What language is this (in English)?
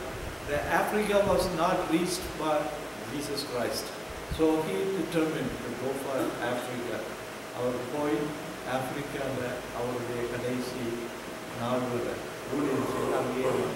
Tamil